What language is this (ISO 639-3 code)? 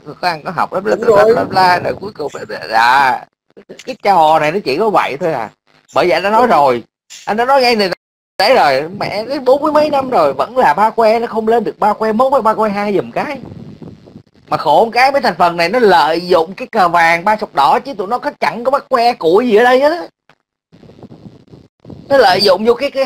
vie